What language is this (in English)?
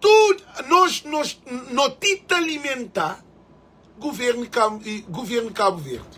Kabuverdianu